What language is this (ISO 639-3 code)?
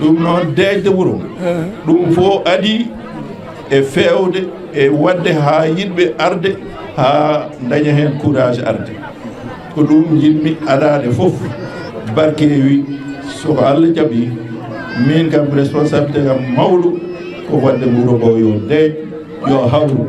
ful